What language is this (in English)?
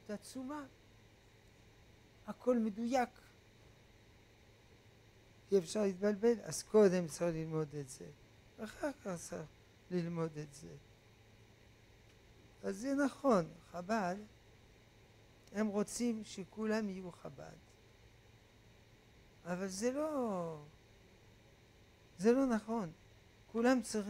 Hebrew